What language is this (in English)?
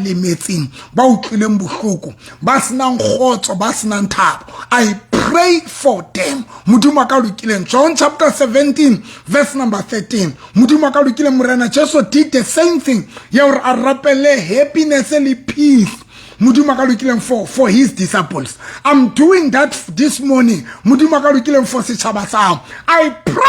Southern Sotho